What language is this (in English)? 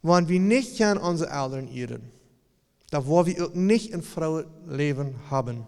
Plautdietsch